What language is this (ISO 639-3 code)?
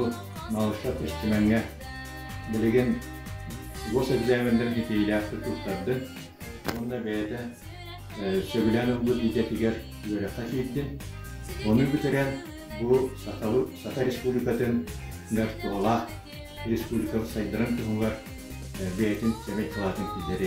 sah